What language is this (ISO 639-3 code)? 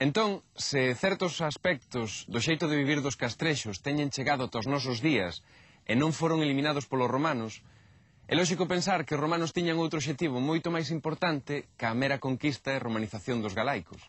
glg